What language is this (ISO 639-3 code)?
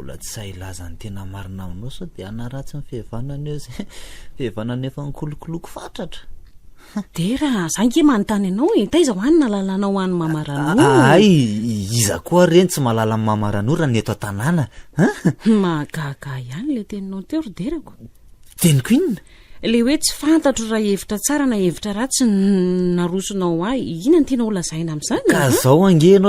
mlg